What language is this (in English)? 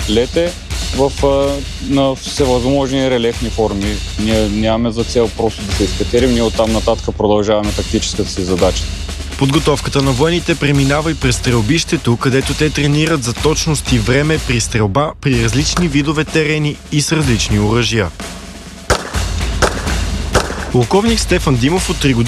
Bulgarian